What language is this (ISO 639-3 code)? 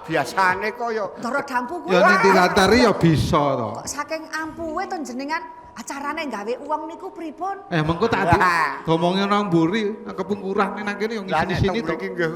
jav